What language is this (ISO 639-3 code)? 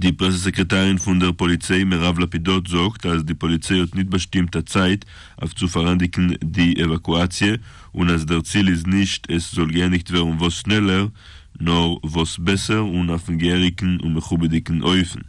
yid